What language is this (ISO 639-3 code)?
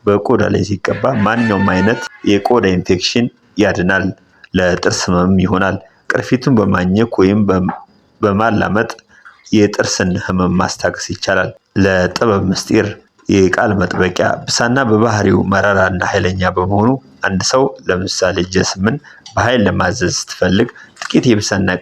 amh